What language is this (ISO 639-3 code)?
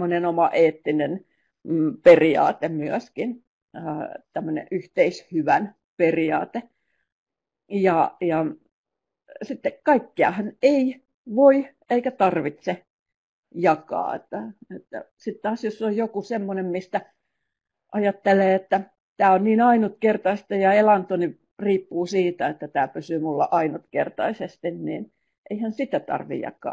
fin